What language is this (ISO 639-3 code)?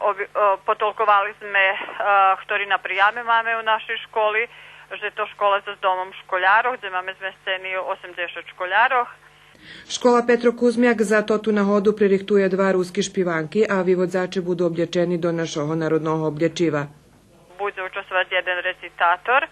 rue